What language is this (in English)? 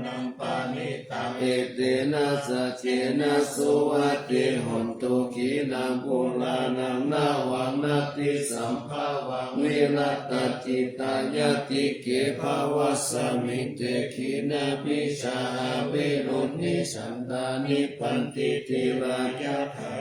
Pali